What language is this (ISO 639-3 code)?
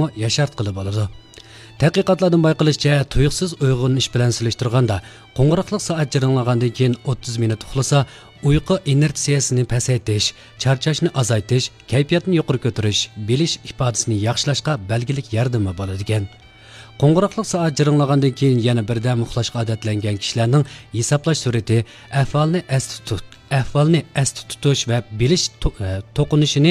uig